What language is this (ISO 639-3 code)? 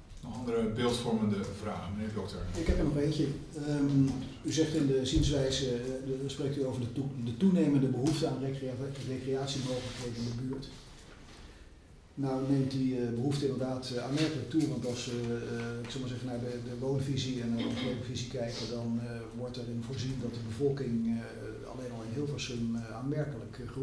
nld